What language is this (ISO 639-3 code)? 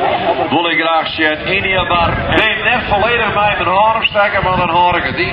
fry